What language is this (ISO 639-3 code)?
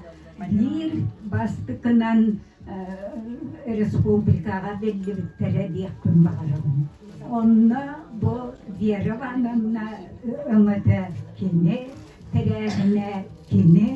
sah